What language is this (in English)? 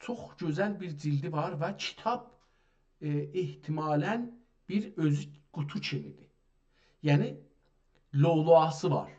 South Azerbaijani